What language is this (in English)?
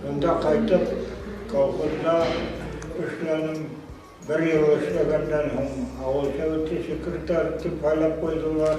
Bashkir